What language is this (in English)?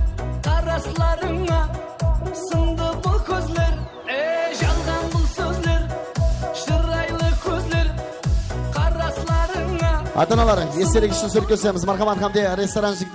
Kara-Kalpak